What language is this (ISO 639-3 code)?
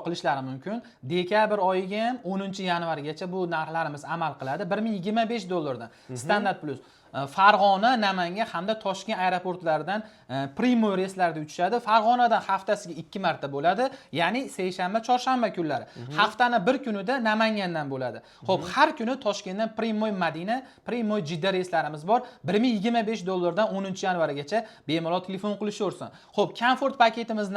uzb